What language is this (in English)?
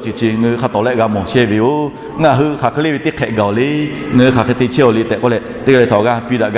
Lahu